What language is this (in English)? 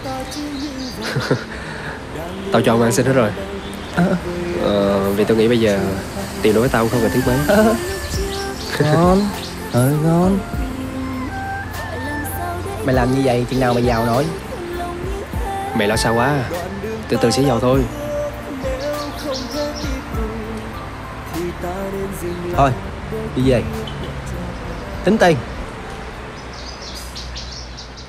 Vietnamese